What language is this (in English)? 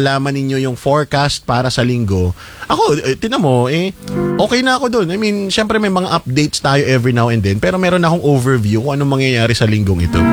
Filipino